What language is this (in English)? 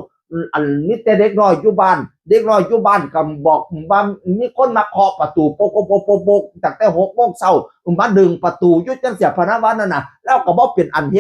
Northeastern Thai